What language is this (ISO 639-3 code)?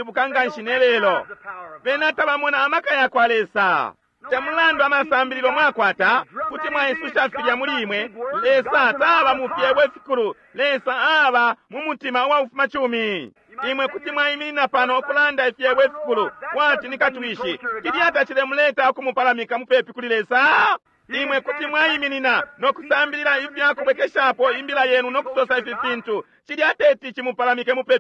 bem